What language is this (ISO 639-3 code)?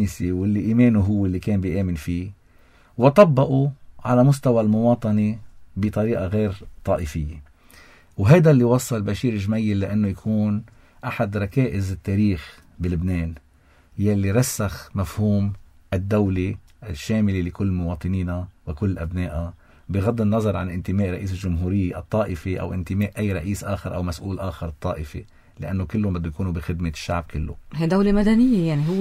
apc